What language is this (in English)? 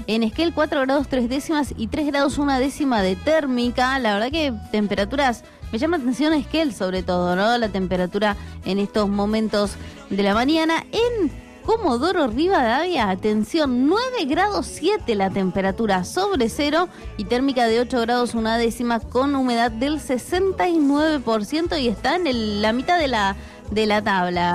Spanish